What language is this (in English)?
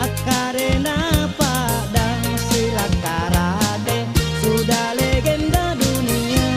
Makasar